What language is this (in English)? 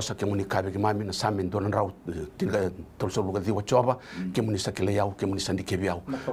Fijian